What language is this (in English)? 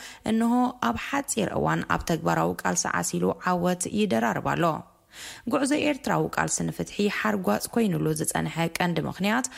Tigrinya